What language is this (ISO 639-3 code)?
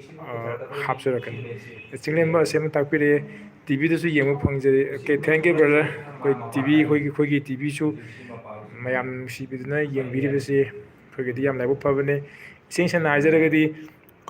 mni